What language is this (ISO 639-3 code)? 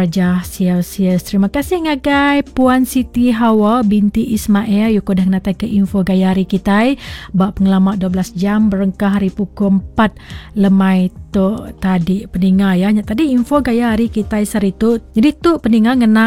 iba